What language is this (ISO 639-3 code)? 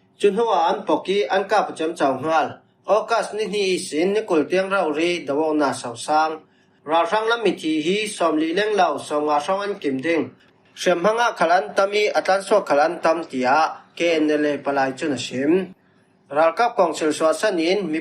cfm